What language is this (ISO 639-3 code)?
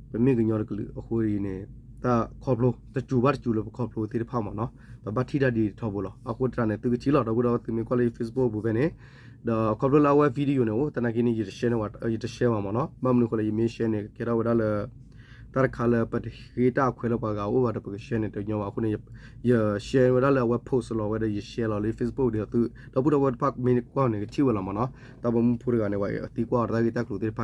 ksw